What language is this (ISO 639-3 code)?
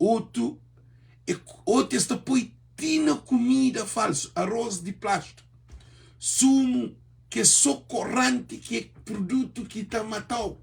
kea